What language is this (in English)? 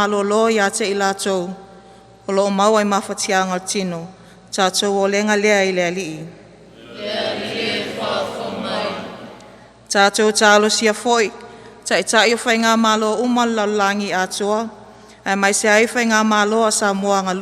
Samoan